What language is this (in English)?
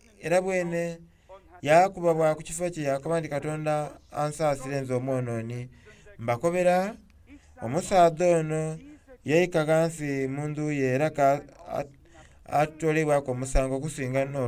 Soga